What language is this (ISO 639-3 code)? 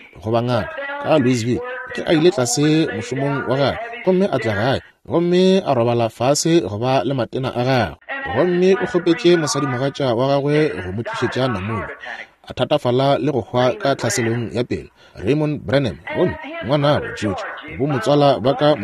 nso